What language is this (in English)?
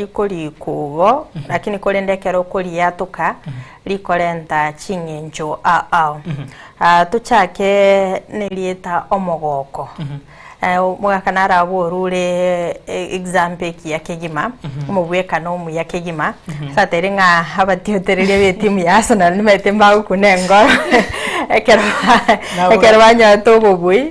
Gusii